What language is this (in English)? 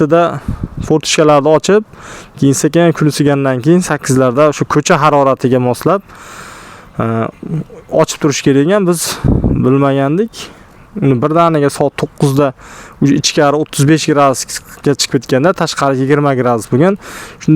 Uzbek